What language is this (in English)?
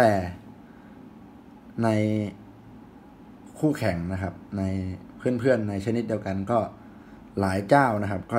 Thai